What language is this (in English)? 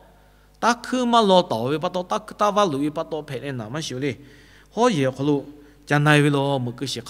Lahu